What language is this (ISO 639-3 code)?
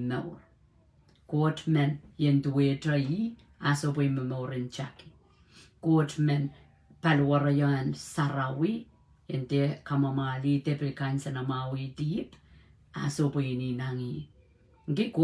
pon